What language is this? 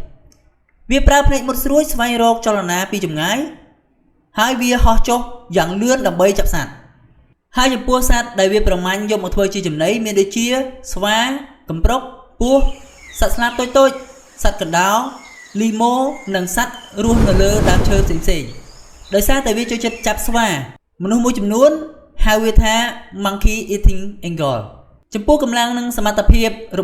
Khmer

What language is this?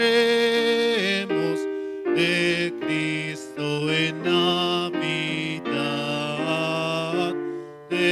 Aymara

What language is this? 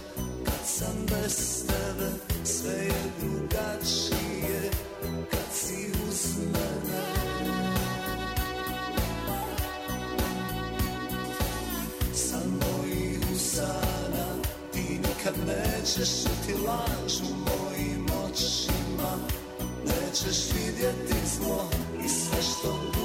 Serbian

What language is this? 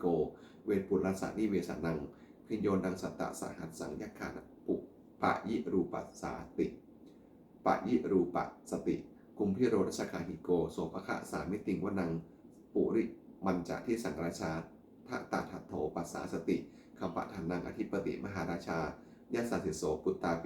Pali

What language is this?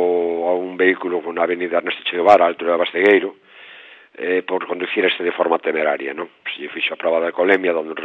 Galician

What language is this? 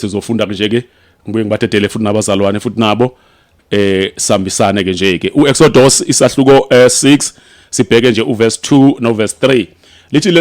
Zulu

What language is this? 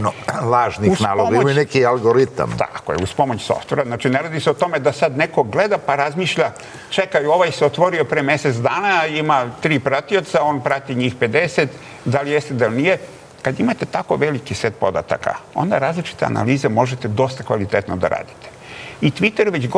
Serbian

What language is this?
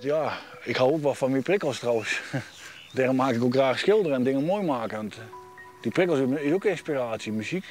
Western Frisian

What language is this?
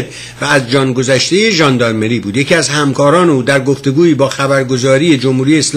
Persian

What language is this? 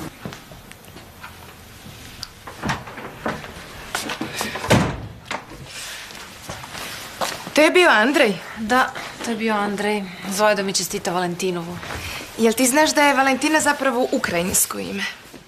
Croatian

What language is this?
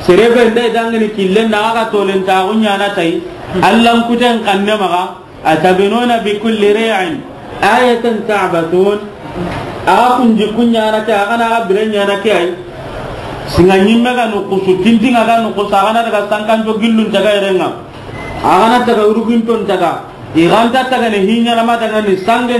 Soninke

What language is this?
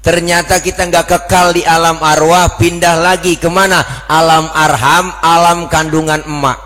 Betawi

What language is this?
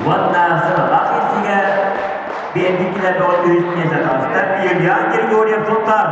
Yakut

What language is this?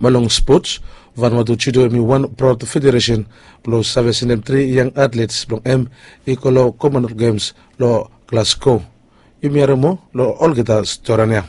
Bislama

